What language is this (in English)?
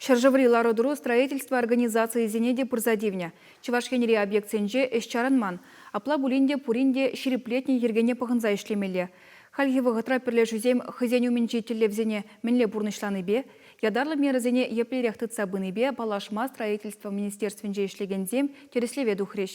Chuvash